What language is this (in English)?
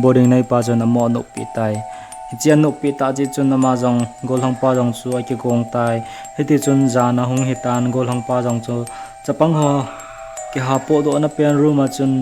Thado Chin